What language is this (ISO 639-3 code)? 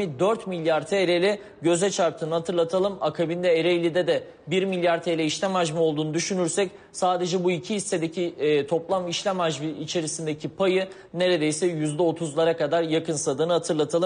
tur